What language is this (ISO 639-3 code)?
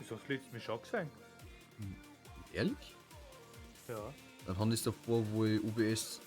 bar